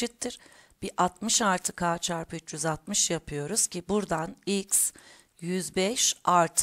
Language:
Turkish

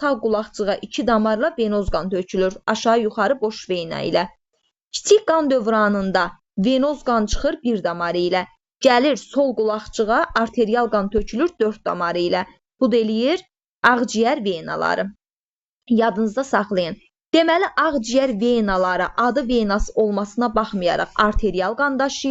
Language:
Azerbaijani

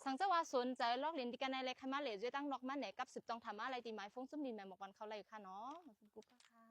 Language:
Shan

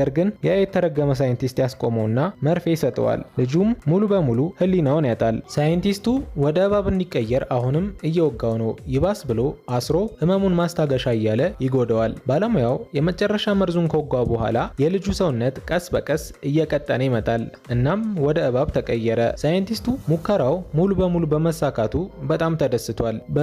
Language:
Amharic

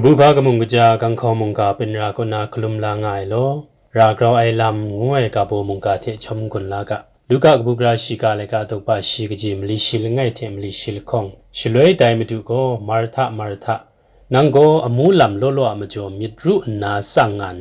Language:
Kachin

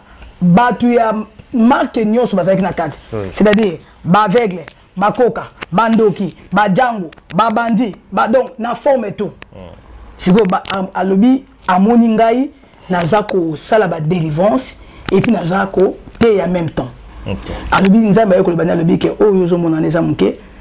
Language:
Lingala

